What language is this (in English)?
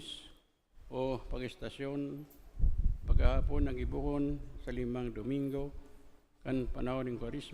Bikol